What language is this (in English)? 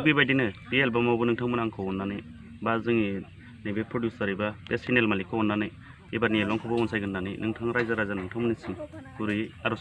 Bodo